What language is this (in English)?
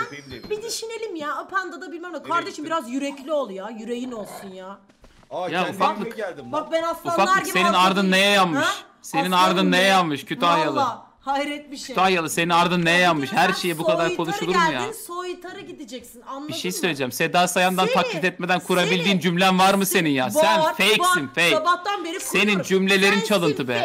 Turkish